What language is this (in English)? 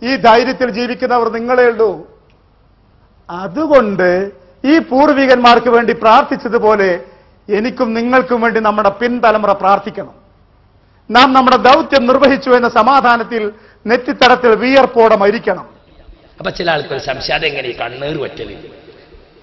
Malayalam